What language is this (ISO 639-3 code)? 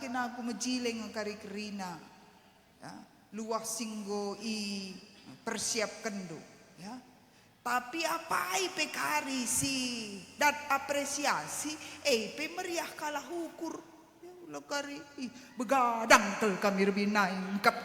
btx